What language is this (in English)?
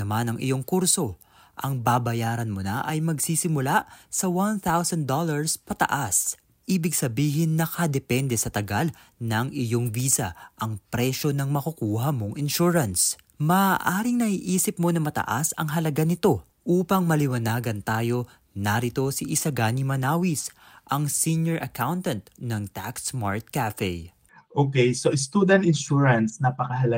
Filipino